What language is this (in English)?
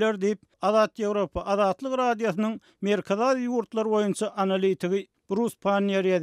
Turkmen